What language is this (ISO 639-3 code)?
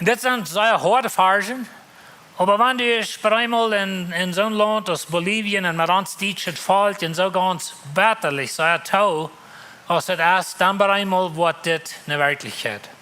pdt